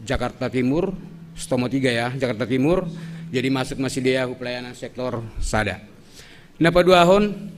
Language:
Batak Simalungun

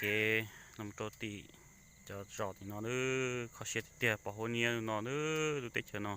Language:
Hmong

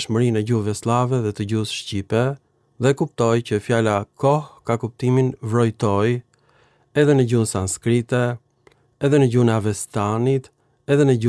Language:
Albanian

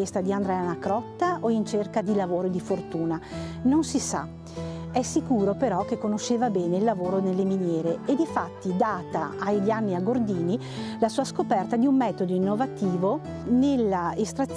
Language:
Italian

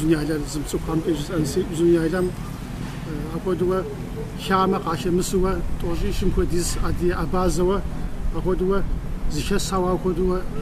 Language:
Kabardian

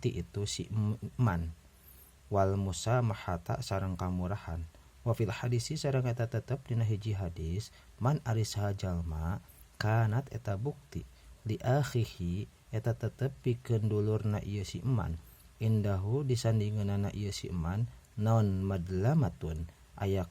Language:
Sundanese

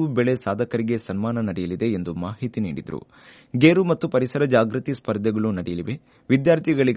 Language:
Kannada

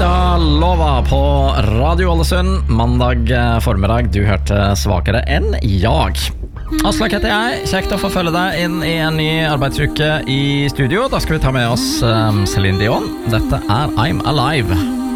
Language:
Norwegian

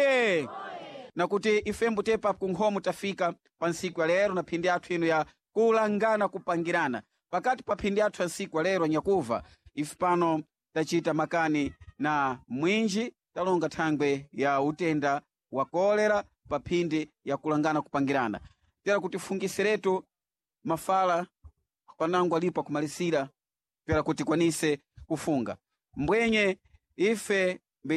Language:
Sena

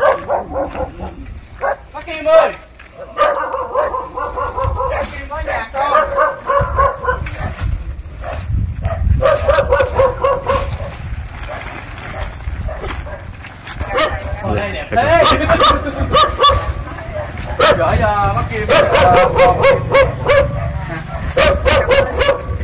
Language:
Vietnamese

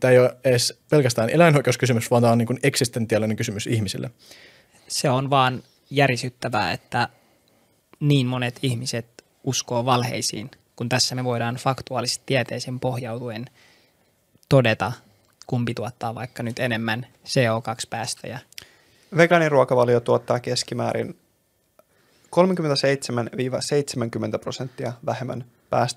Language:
Finnish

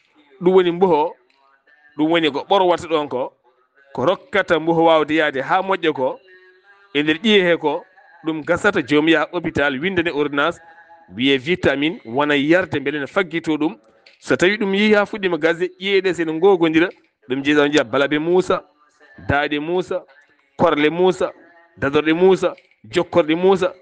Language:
Fula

